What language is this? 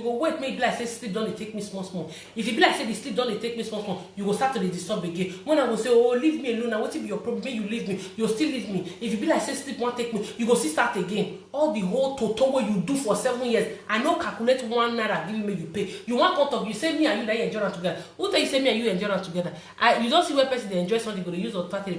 Nigerian Pidgin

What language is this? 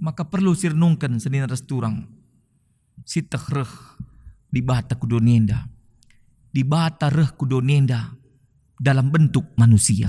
Batak Karo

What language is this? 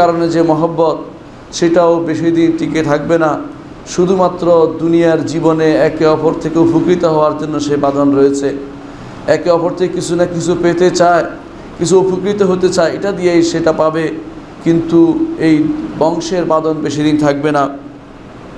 Bangla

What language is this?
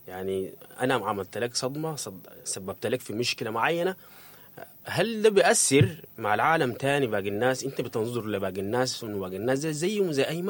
Sudanese Arabic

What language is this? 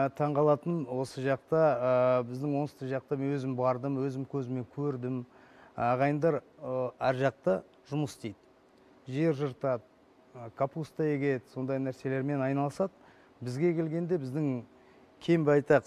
Kazakh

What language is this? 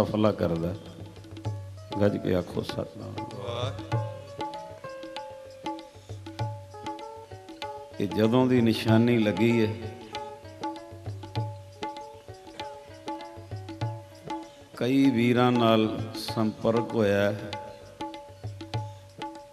Punjabi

